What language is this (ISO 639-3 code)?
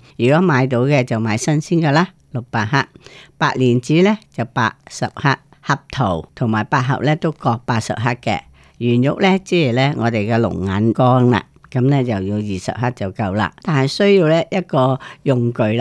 yue